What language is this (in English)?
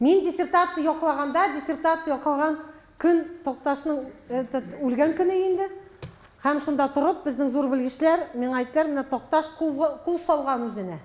Tatar